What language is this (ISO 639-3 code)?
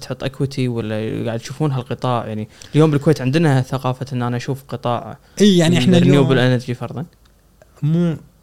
afb